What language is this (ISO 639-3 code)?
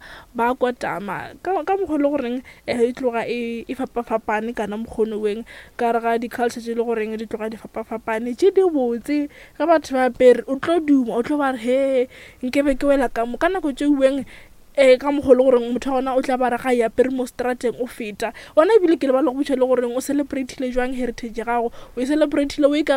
nso